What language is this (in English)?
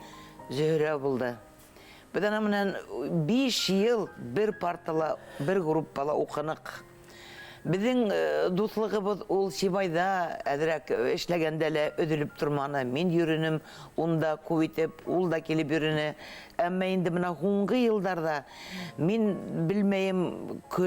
Bashkir